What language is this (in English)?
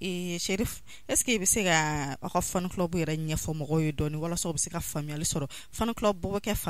Bambara